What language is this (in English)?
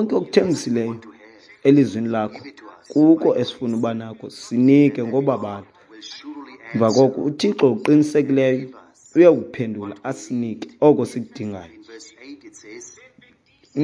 Xhosa